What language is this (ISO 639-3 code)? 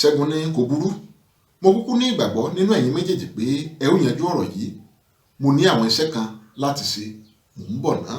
yor